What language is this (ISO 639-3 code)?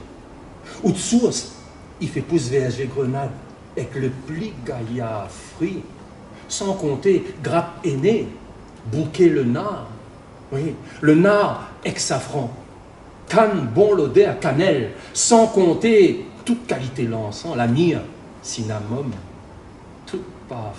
rcf